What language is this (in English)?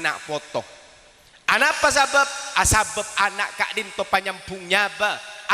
Madurese